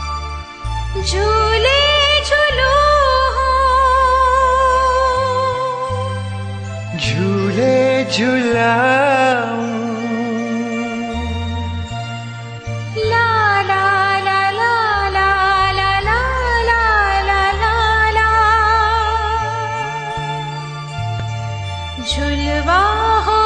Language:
Gujarati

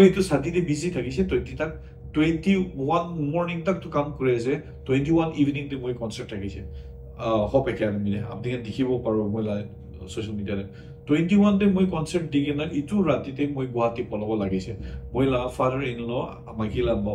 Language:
Naga Pidgin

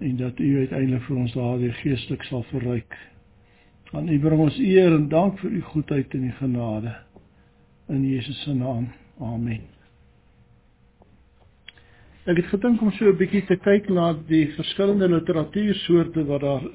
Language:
Afrikaans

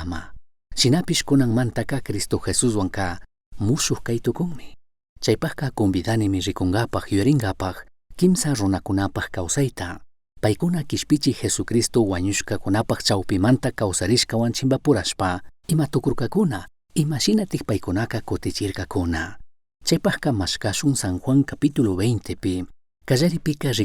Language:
Chimborazo Highland Quichua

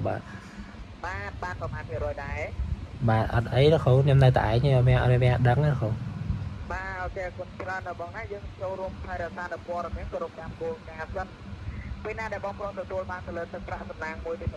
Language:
Khmer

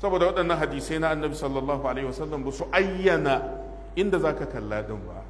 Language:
Hausa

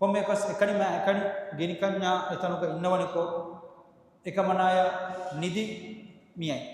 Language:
Divehi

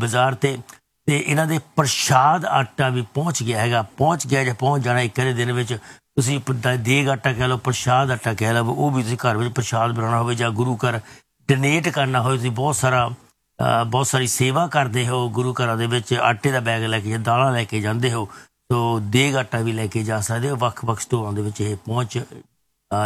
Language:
Punjabi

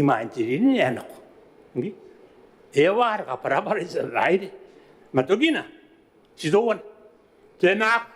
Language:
Gilbertese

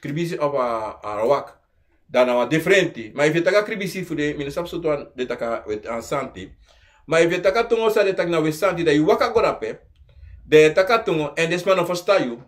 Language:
Sranan Tongo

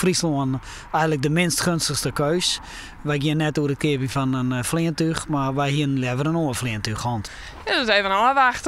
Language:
Western Frisian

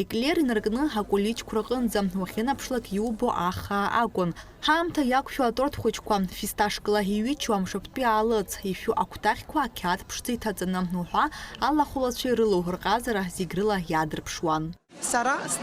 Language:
Abkhazian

